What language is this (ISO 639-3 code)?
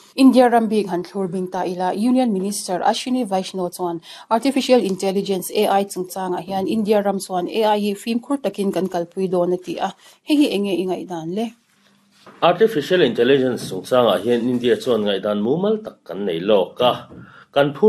lus